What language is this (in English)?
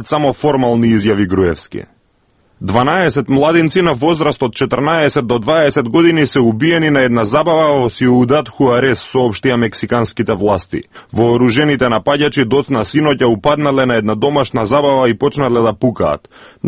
Macedonian